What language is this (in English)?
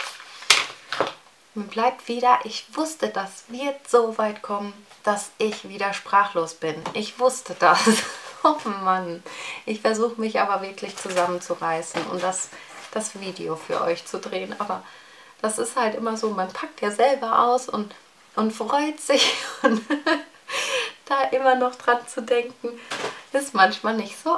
German